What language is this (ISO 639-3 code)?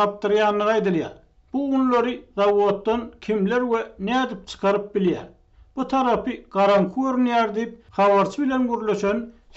tuk